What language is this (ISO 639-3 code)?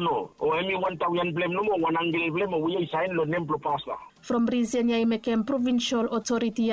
bis